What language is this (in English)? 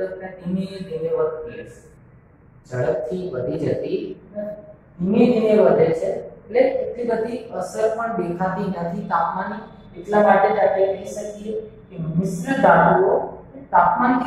Gujarati